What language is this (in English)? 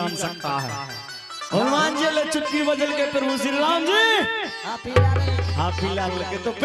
Angika